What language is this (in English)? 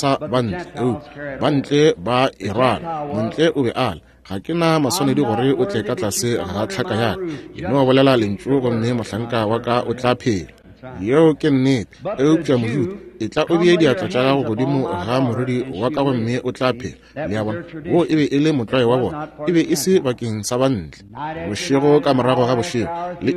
Northern Sotho